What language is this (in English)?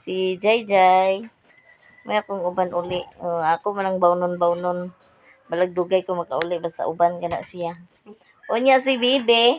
Cebuano